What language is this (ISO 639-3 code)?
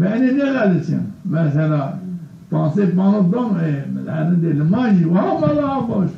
zza